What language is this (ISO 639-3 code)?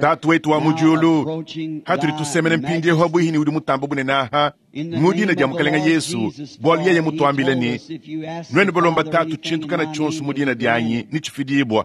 lua